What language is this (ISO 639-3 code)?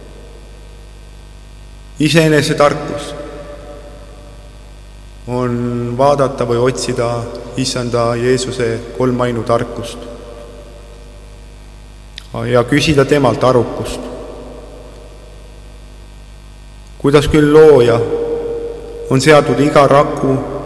est